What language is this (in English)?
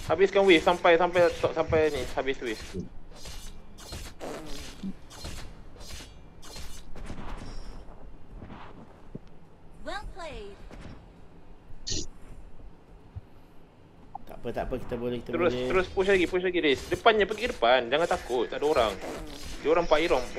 Malay